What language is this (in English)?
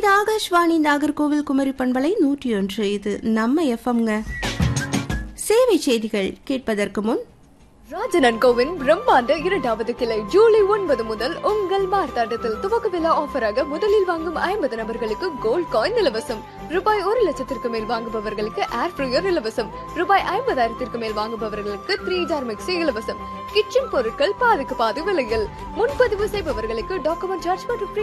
Tamil